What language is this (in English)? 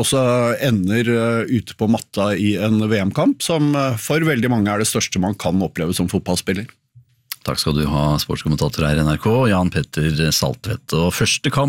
Norwegian